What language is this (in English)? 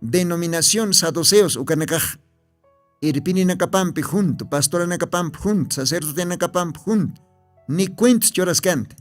Aymara